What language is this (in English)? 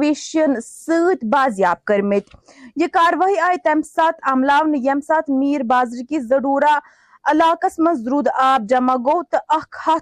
Kashmiri